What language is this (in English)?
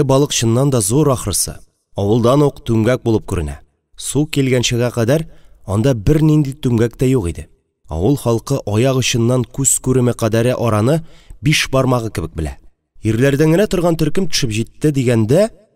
Tatar